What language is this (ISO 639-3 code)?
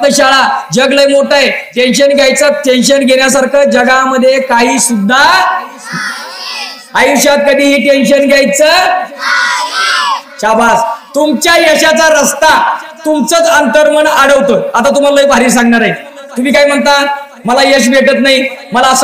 mar